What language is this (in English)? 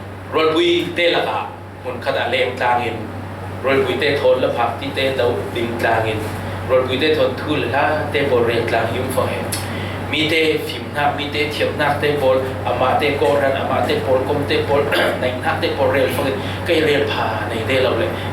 Falam Chin